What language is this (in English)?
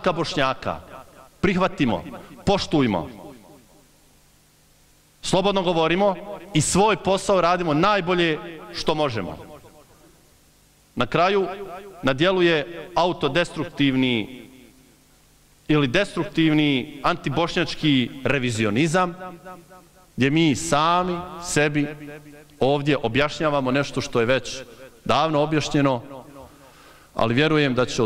Bosnian